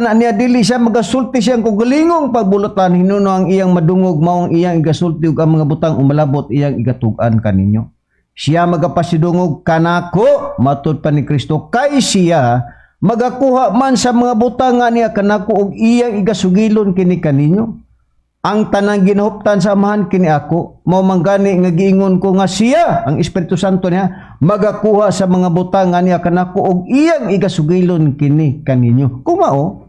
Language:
Cebuano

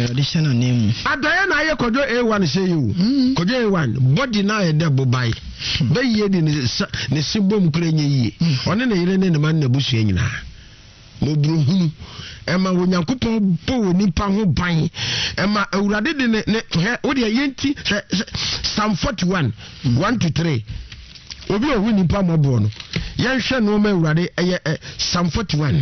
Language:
Akan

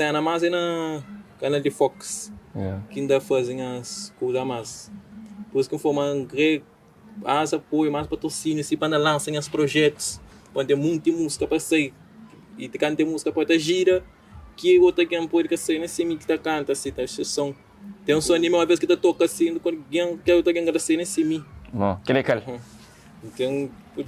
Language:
Kabuverdianu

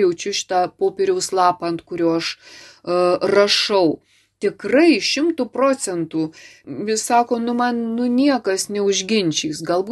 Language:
Lithuanian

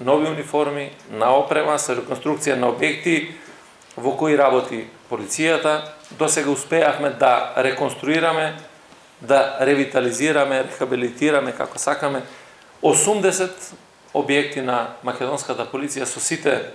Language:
Macedonian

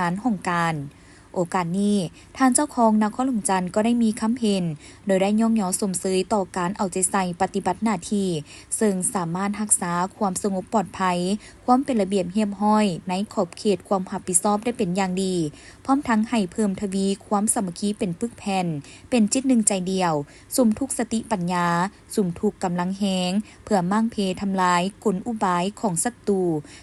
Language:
Lao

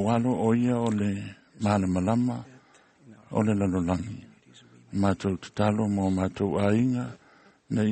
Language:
Samoan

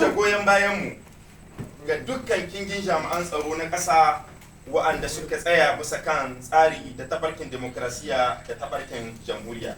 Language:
Hausa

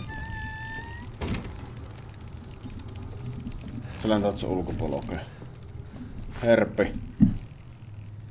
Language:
Finnish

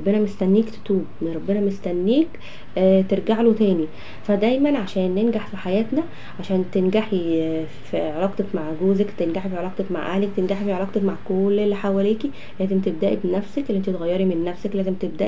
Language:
Egyptian Arabic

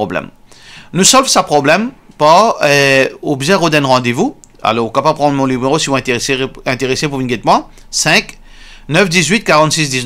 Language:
Morisyen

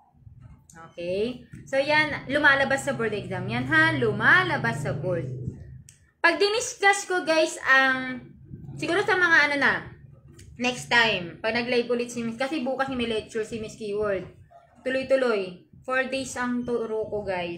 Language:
Filipino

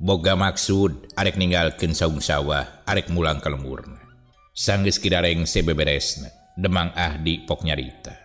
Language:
Sundanese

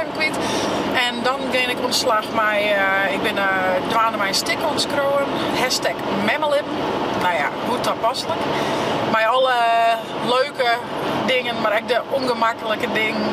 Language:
Western Frisian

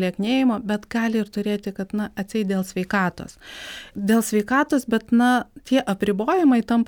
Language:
Lithuanian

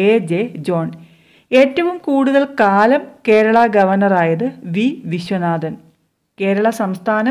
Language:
Malayalam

